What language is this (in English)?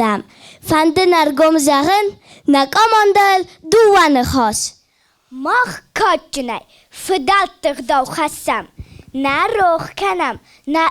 Ossetic